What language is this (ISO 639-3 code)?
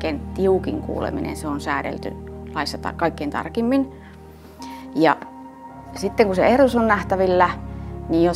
fin